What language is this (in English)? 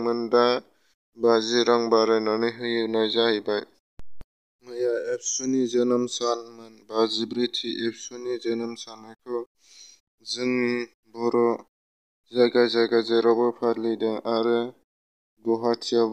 Bodo